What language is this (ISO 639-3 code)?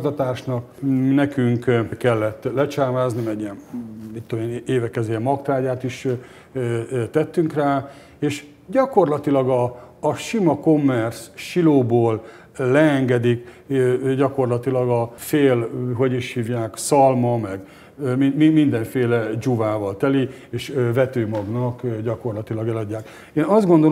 hun